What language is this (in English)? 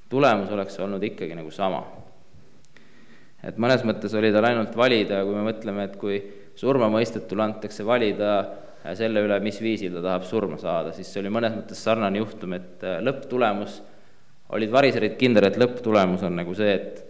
Estonian